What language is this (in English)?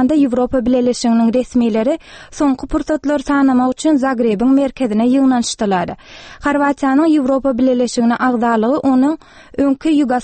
Turkmen